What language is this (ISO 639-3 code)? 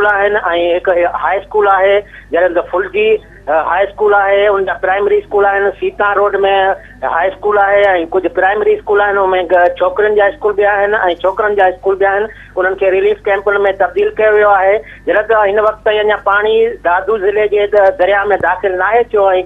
snd